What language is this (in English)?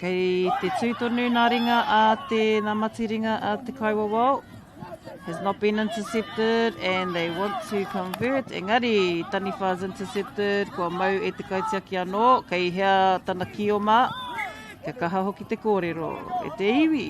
Māori